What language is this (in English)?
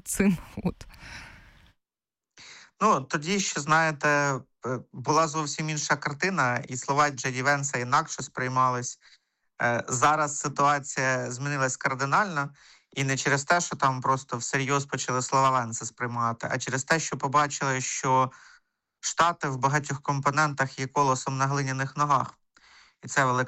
Ukrainian